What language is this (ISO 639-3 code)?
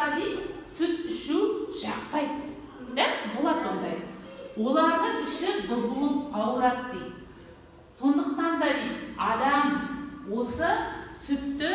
kaz